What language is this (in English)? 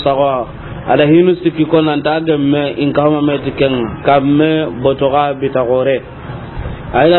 Soninke